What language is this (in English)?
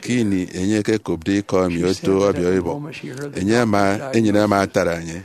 Efik